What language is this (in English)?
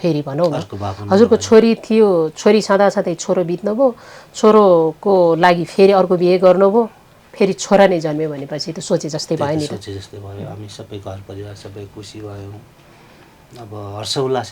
Nepali